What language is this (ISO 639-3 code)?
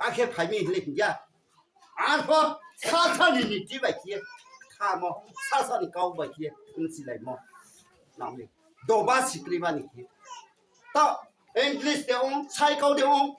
ria